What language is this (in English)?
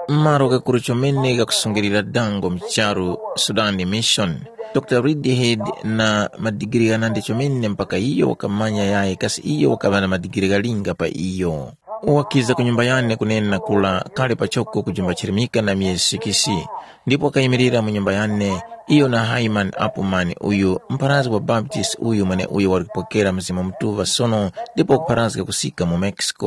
Tumbuka